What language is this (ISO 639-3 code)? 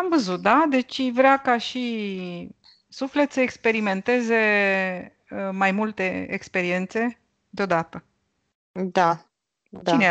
ron